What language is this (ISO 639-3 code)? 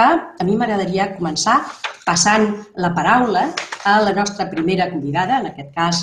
cat